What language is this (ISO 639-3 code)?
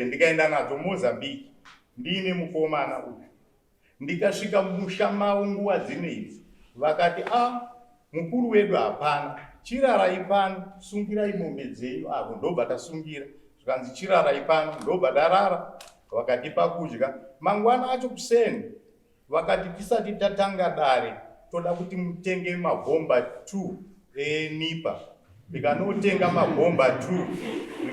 sna